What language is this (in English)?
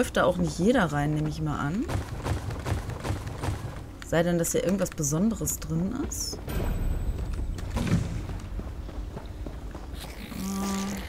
German